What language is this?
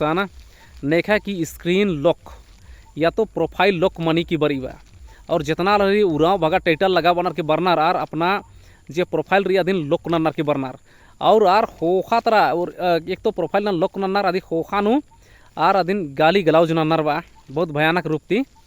Kurukh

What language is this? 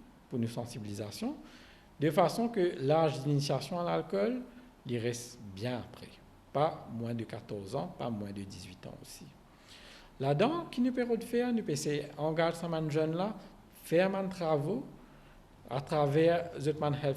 Morisyen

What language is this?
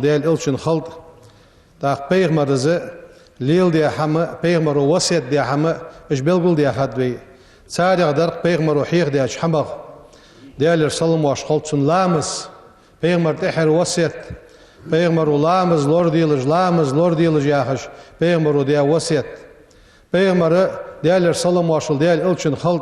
Ingush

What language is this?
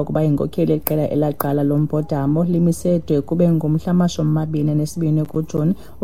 Xhosa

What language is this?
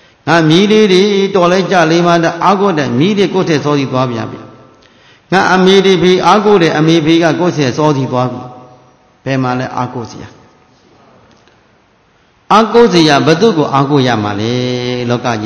Burmese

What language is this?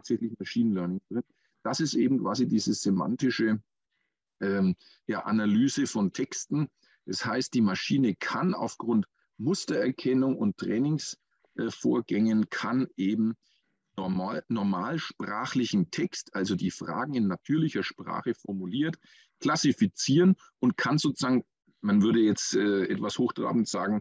German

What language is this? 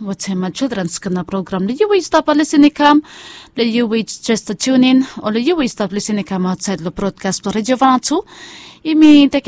Bislama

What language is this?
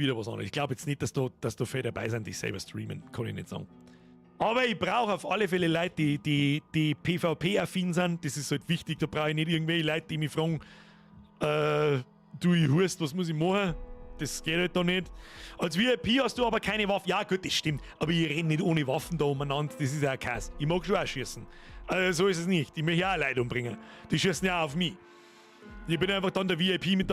Bavarian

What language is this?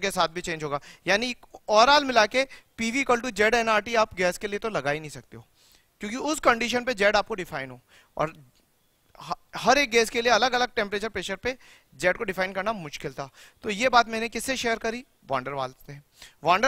Hindi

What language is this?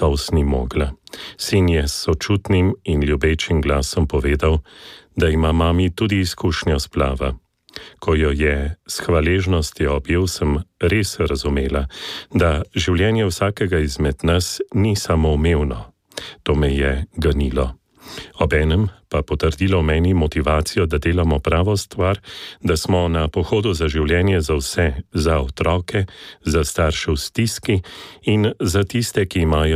Slovenian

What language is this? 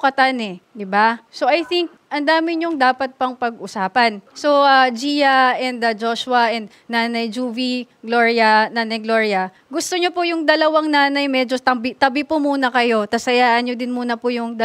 Filipino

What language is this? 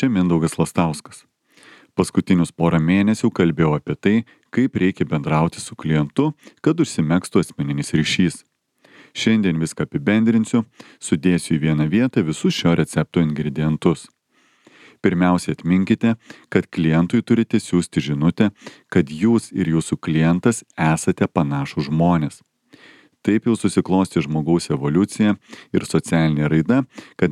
Lithuanian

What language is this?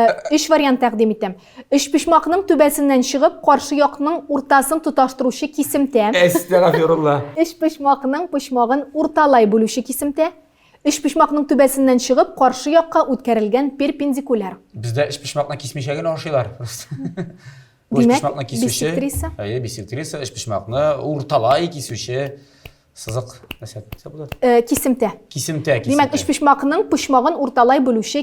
Tatar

